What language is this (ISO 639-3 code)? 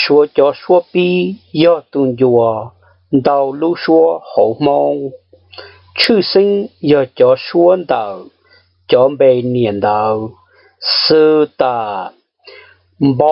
hmn